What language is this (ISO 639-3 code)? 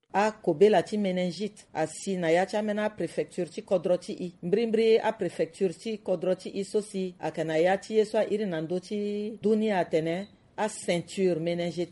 sag